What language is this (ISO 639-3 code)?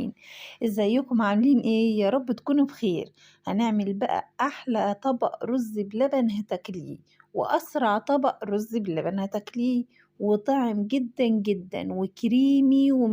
arz